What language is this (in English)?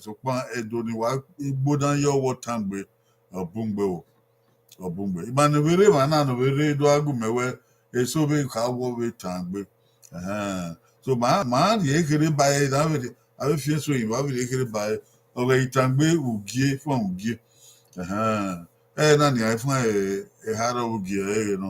Bini